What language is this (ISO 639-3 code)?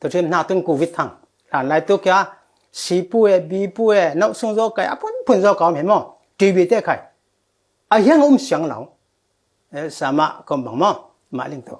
cfm